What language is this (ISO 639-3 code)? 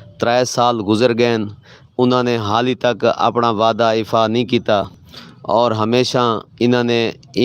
skr